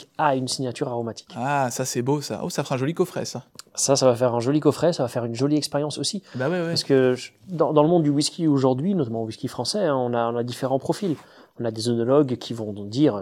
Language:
French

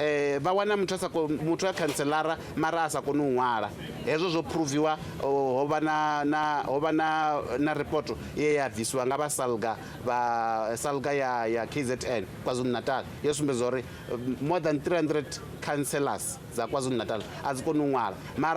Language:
Venda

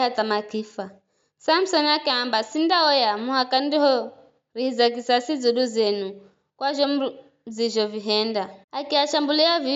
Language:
Giryama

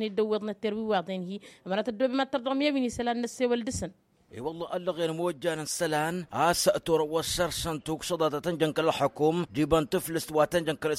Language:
Tamasheq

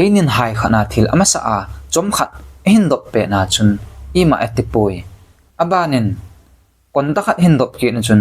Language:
Thado Chin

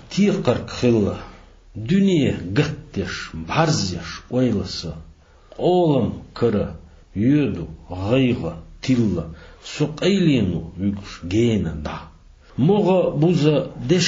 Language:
Chechen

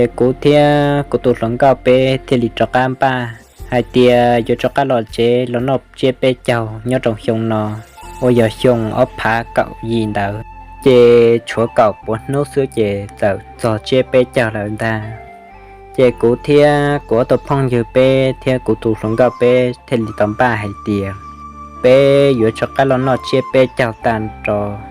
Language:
Hmong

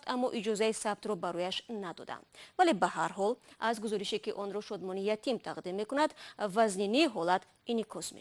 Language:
Tajik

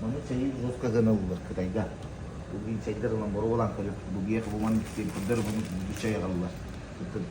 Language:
Yakut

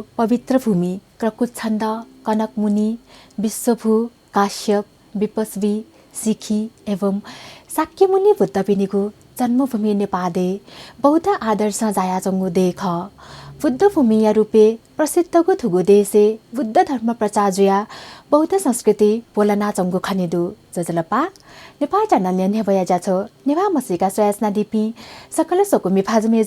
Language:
Newari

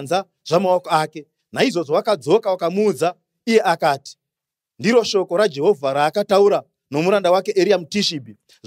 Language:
Shona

